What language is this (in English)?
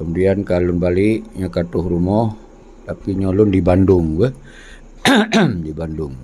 Achinese